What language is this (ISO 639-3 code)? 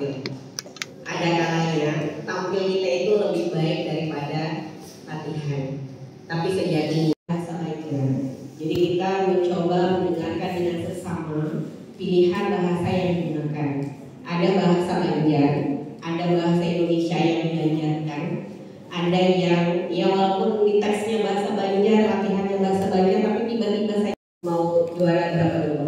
bjn